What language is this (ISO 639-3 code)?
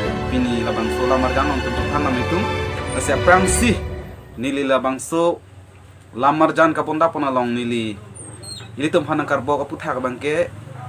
mjw